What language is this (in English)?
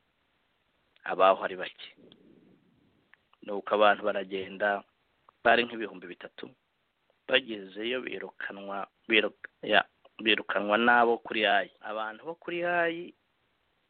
Kinyarwanda